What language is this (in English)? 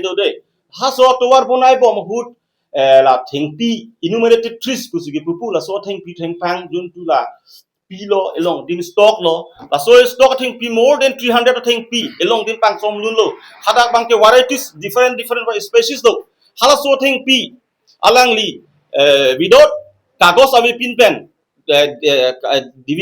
Karbi